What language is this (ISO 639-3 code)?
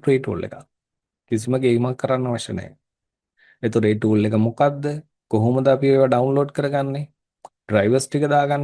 sin